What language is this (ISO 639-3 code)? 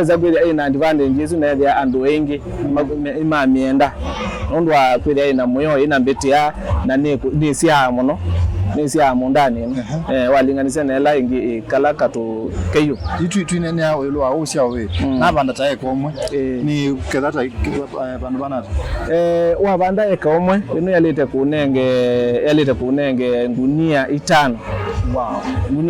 kam